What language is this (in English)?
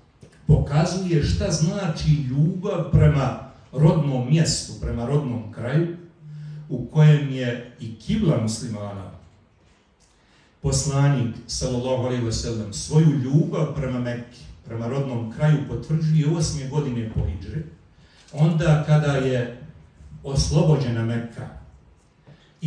Bosnian